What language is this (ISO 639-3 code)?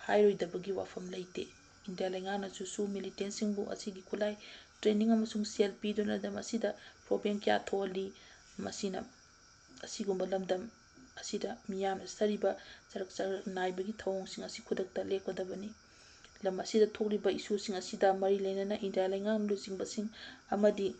mni